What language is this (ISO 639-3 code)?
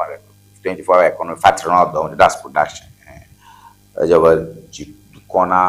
ewe